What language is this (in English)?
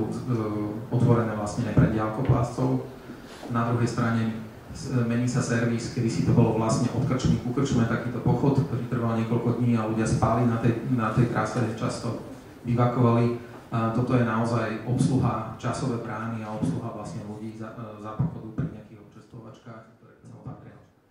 Slovak